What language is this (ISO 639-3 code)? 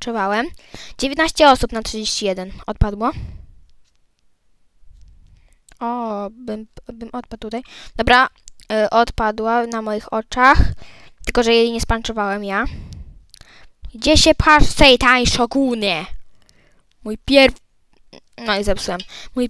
pol